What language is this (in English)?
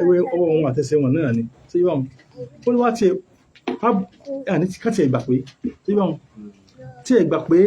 Yoruba